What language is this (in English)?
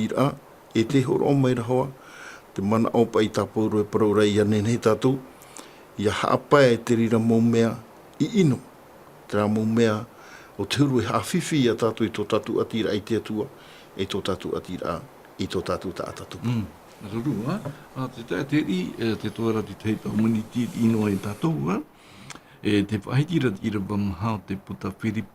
Tahitian